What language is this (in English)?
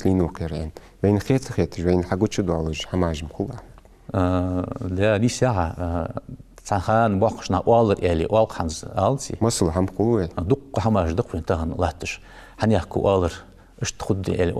Ingush